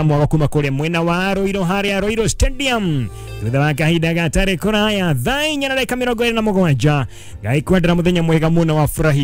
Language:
Kikuyu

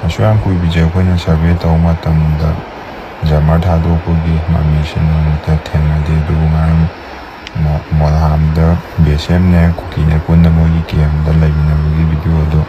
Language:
Manipuri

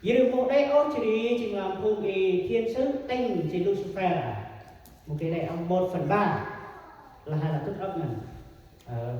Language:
Central Mnong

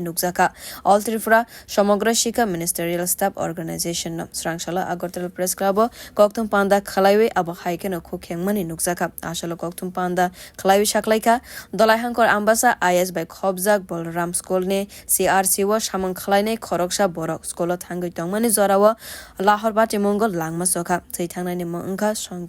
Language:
Kok Borok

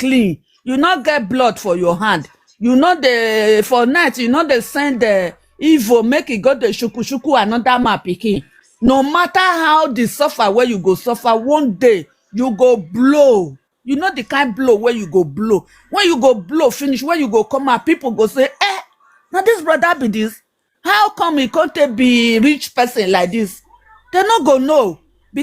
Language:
Nigerian Pidgin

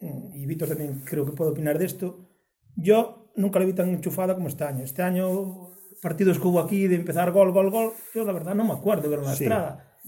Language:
Galician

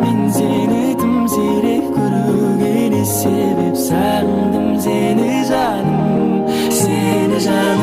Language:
Kara-Kalpak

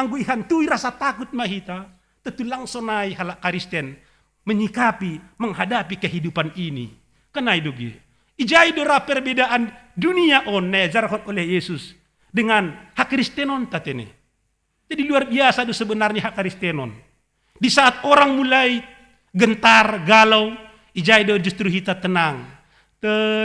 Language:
Batak Simalungun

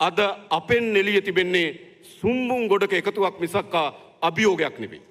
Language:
Sinhala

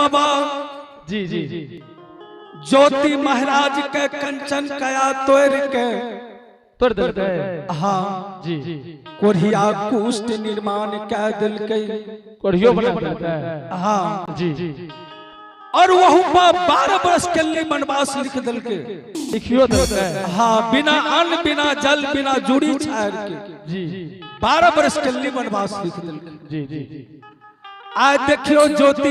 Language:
Angika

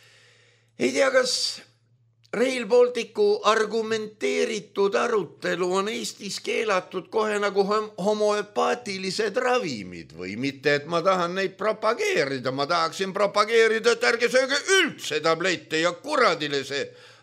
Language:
Estonian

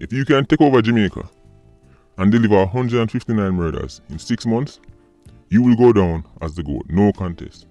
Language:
Jamaican Creole English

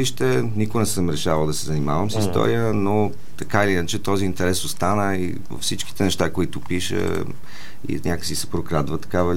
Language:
Bulgarian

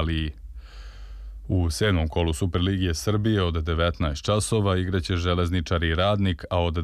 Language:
Serbian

